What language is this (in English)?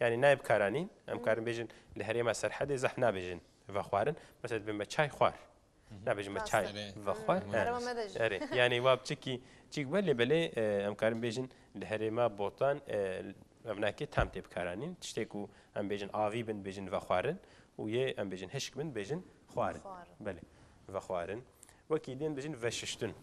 Kurdish